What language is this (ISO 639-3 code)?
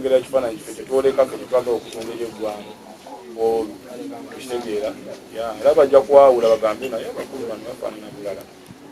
lug